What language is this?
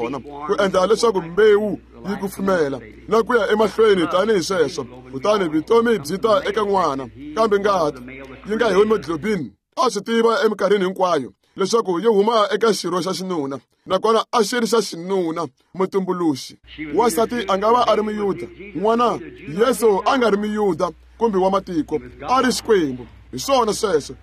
Tsonga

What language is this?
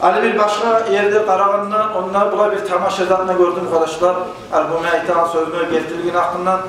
Kumyk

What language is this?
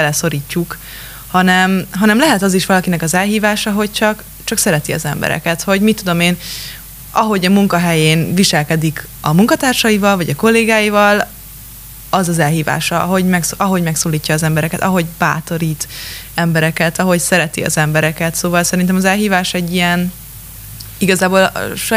Hungarian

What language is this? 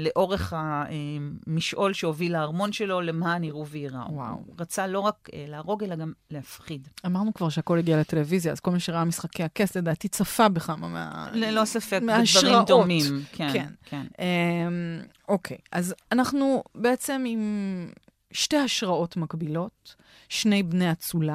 Hebrew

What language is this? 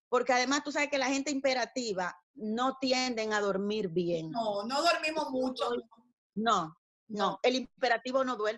Spanish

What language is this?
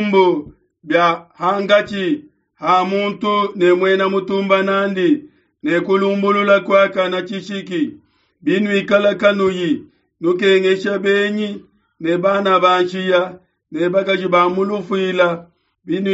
Luba-Lulua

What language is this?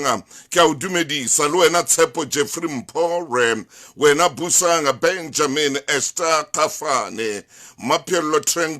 Southern Sotho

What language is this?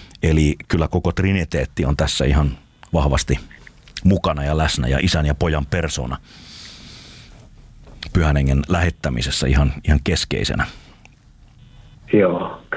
Finnish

